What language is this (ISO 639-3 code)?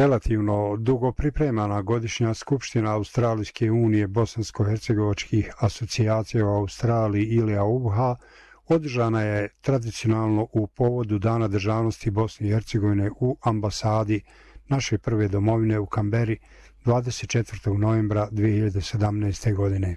bos